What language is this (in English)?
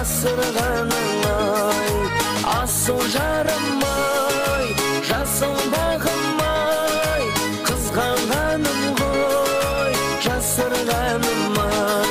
Kara-Kalpak